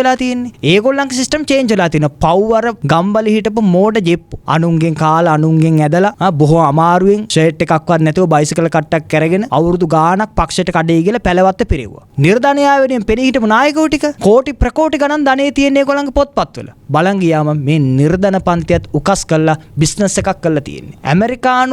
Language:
Sinhala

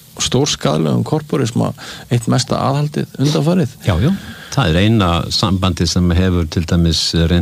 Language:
Icelandic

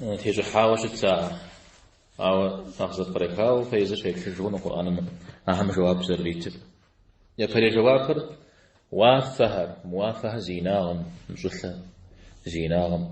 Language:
Kabardian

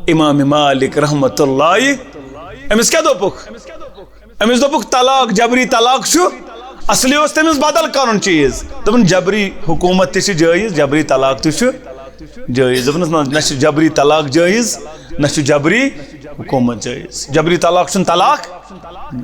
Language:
Kashmiri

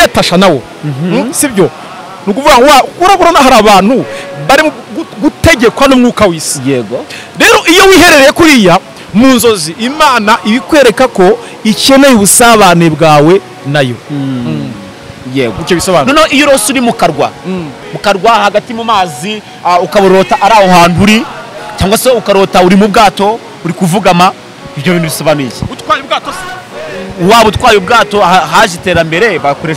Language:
Kinyarwanda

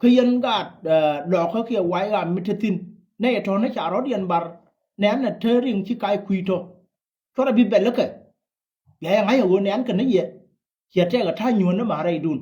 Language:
Nuer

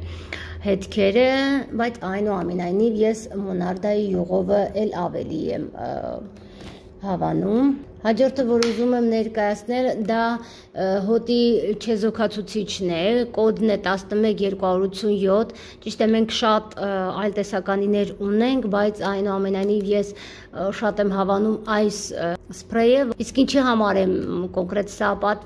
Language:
Armenian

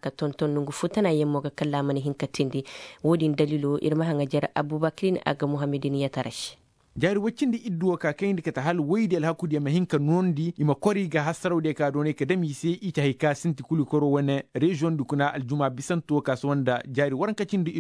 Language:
Koyraboro Senni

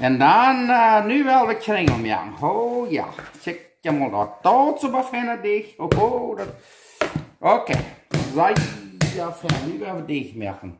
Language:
Plautdietsch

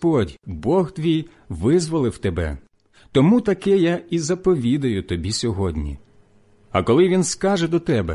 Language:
Ukrainian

